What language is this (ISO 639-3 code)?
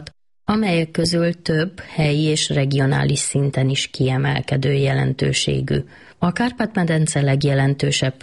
hun